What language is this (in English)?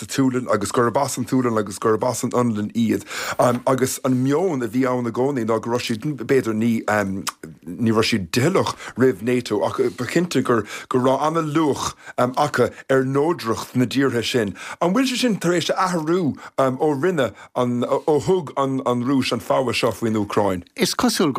Irish